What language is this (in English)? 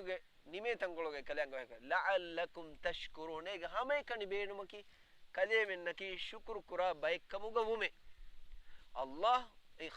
Divehi